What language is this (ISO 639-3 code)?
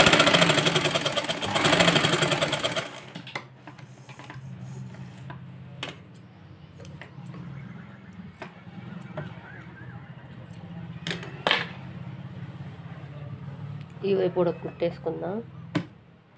tel